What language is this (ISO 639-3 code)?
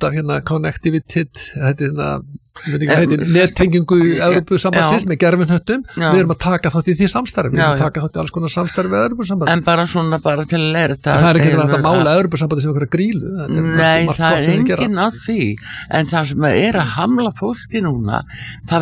isl